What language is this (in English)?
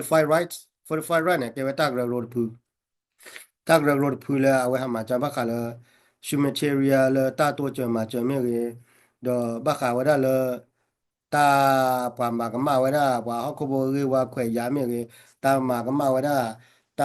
S'gaw Karen